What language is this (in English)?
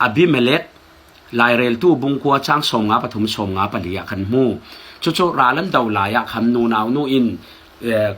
Falam Chin